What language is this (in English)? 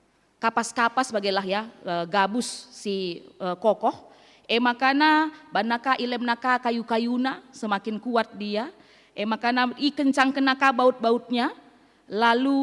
Batak Karo